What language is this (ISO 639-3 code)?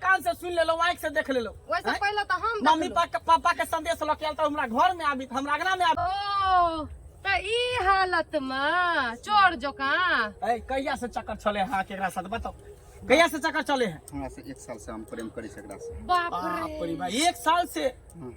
mai